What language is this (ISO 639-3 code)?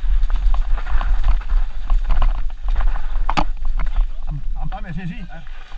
cat